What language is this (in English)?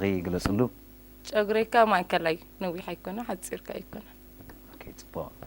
Tigrinya